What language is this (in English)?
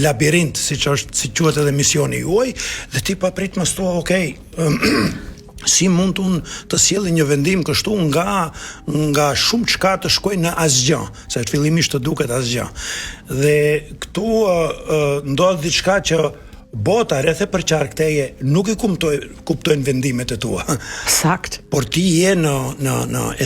Albanian